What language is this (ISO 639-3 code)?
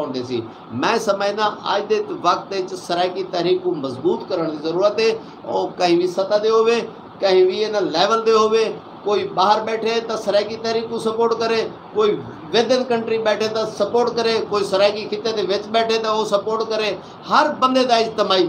skr